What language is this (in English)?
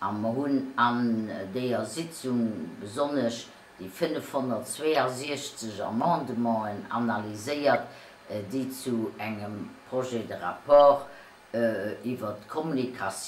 Luxembourgish